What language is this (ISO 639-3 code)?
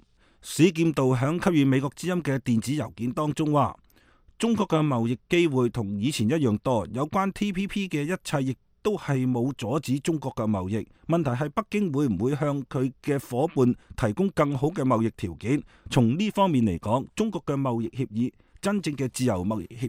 yue